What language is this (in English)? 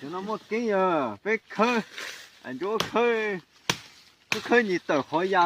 Hmong